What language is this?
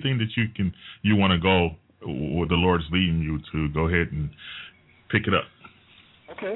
English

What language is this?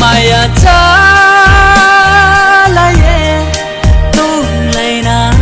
Riang (India)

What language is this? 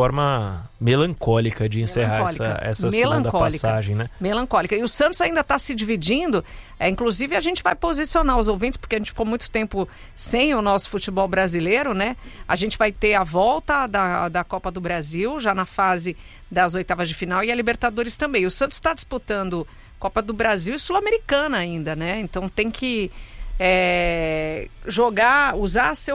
Portuguese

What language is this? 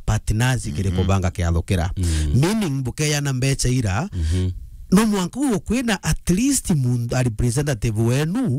Meru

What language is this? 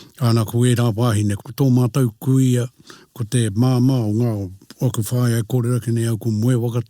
Māori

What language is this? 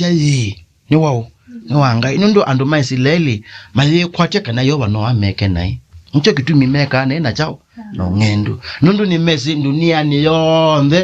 Kamba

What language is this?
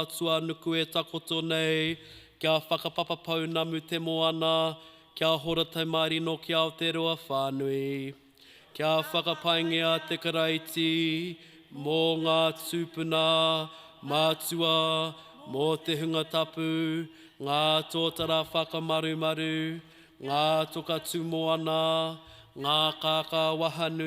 Māori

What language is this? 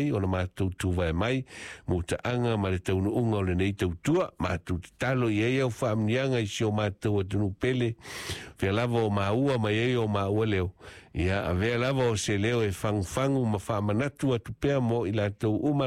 Samoan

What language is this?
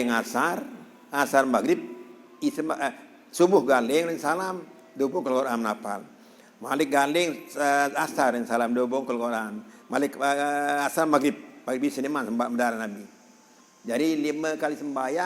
Sasak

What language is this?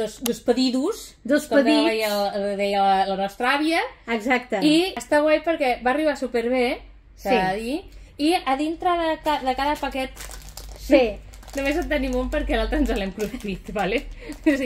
Catalan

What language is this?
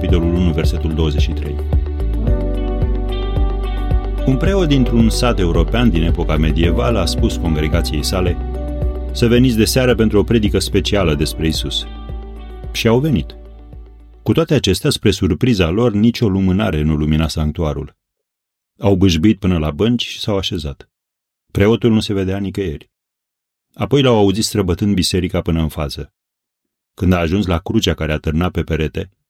Romanian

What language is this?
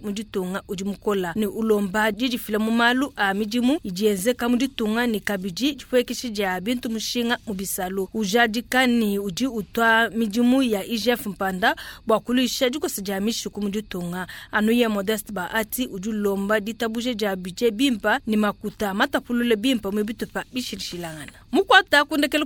Luba-Lulua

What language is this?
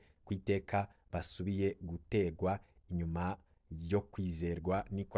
Rundi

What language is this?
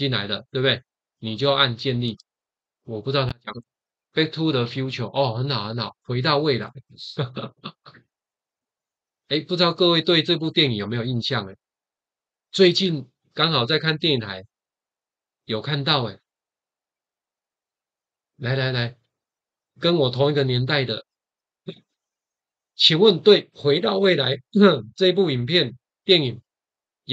Chinese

